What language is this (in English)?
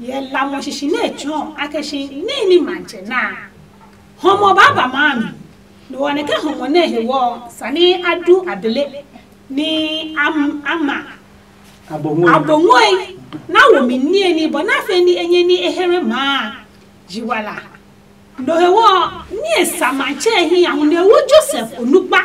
Adangme